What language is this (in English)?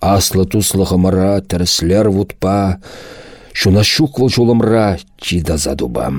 Chuvash